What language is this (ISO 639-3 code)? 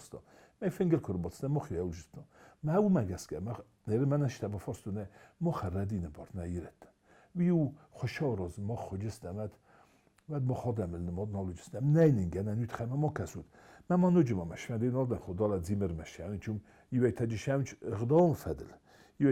oss